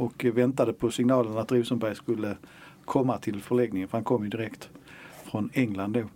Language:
Swedish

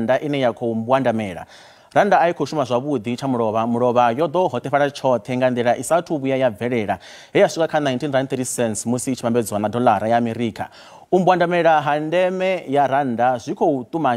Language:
Venda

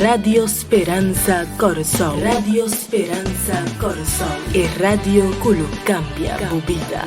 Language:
Papiamento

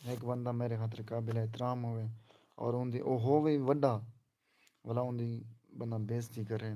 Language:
Saraiki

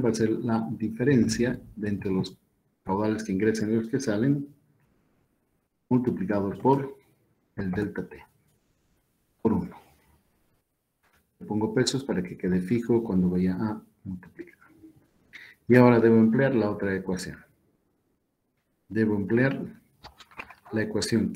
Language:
Spanish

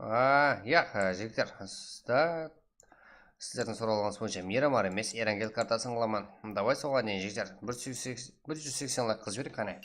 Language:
Kara-Kalpak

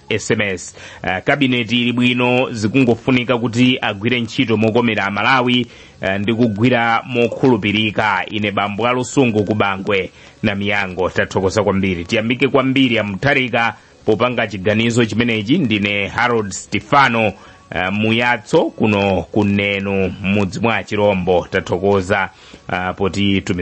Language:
Nyanja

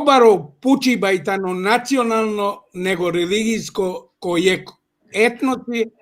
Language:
Balkan Romani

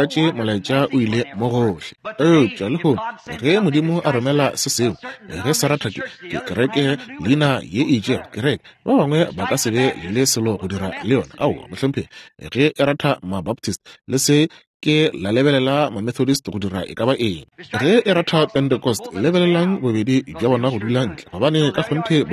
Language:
Northern Sotho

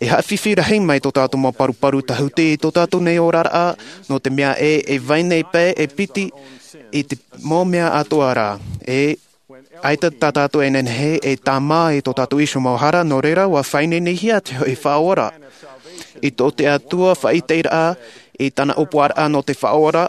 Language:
Tahitian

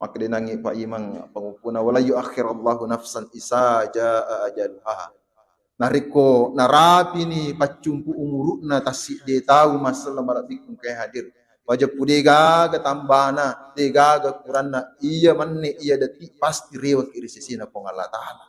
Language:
Buginese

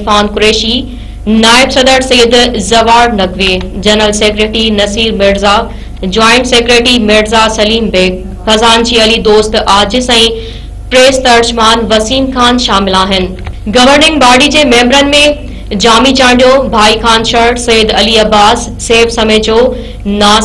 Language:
Sindhi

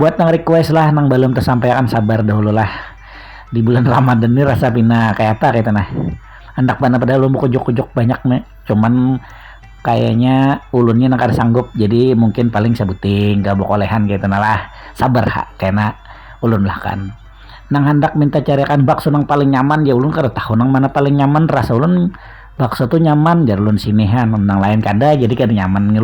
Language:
Banjar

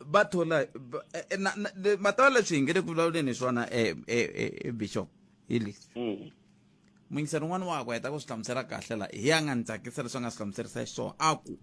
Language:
Tsonga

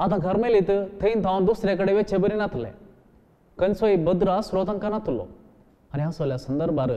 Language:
Konkani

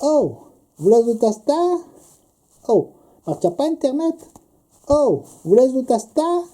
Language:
Occitan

